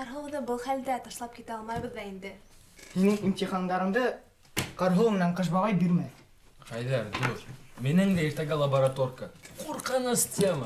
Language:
Bashkir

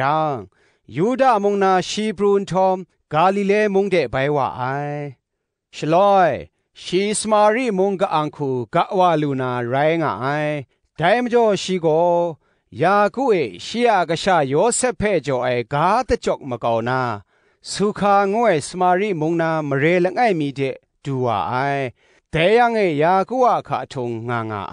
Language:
Kachin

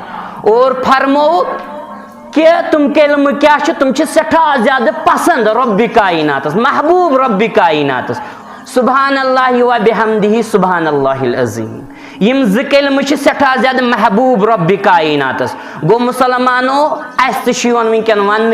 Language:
Kashmiri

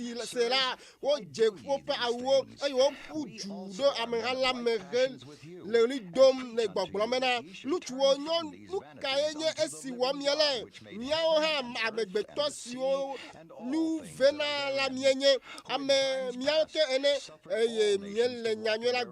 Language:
Ewe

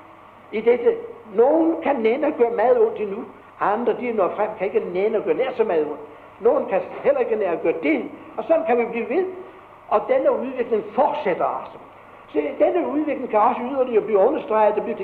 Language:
Danish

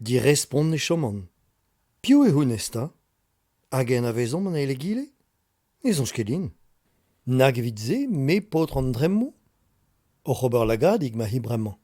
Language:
Breton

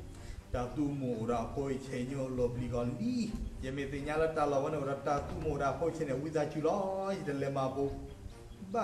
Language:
S'gaw Karen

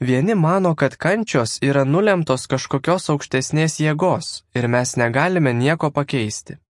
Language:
Lithuanian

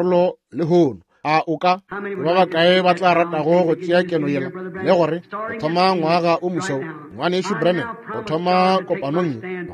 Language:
Northern Sotho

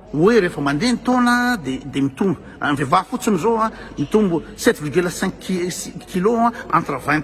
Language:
Malagasy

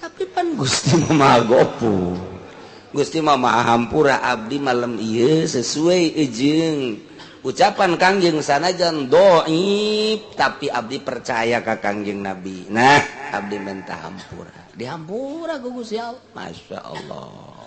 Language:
Sundanese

